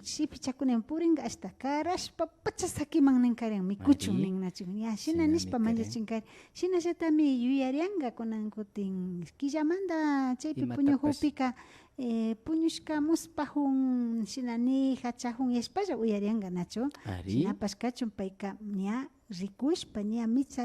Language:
Imbabura Highland Quichua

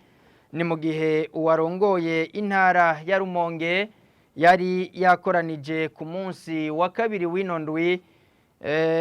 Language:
Rundi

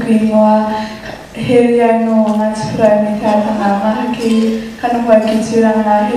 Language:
Māori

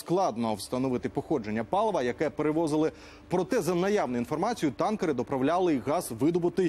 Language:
Ukrainian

